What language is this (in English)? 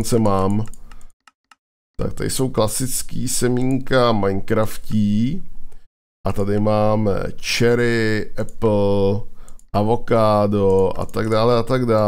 Czech